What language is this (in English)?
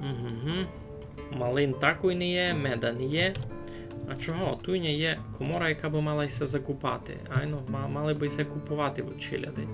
Rusyn